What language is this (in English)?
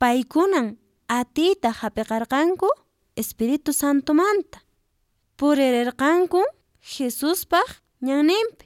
Quechua